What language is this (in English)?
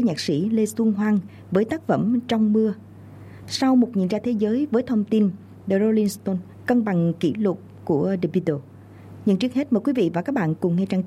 Vietnamese